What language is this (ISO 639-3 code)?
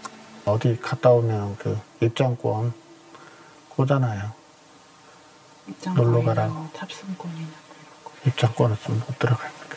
kor